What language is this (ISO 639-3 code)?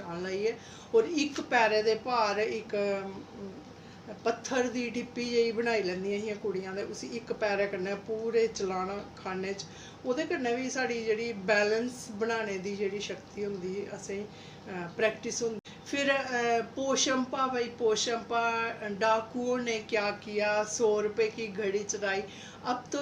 doi